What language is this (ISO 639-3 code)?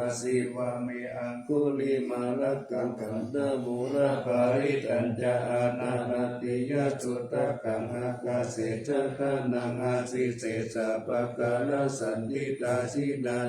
pli